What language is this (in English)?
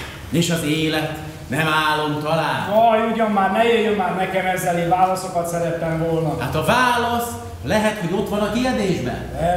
Hungarian